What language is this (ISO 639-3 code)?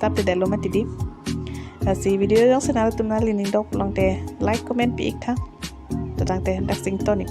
mjw